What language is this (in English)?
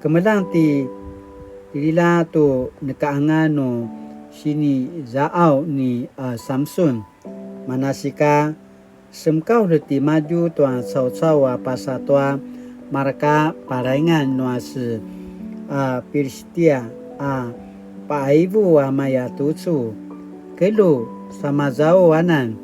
Paiwan